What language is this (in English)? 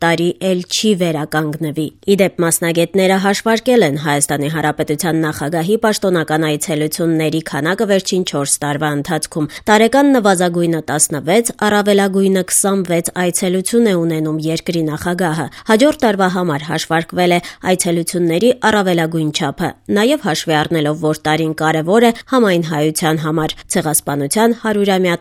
Armenian